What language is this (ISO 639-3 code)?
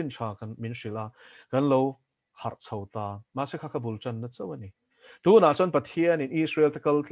lus